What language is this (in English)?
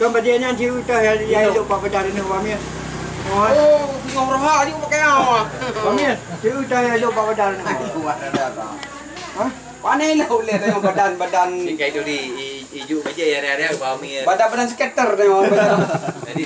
Achinese